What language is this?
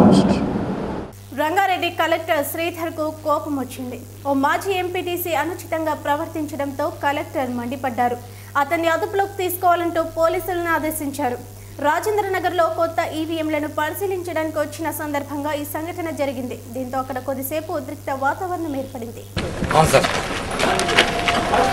Telugu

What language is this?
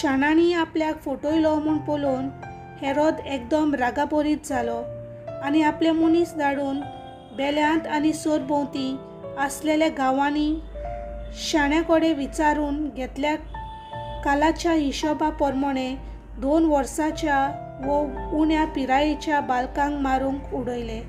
Konkani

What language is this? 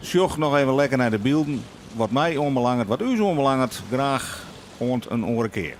Western Frisian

